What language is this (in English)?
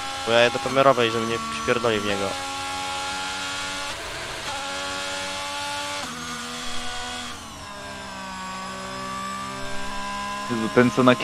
Polish